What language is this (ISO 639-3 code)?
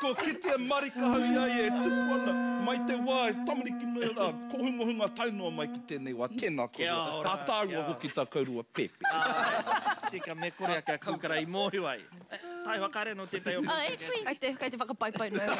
mri